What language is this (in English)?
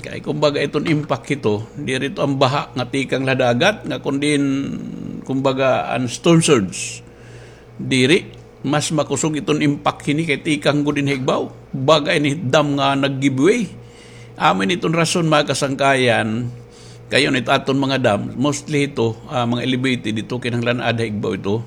Waray